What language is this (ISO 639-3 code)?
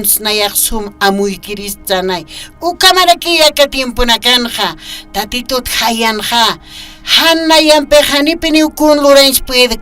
aym